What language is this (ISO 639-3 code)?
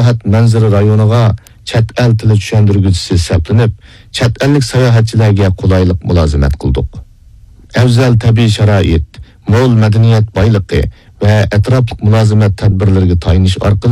uig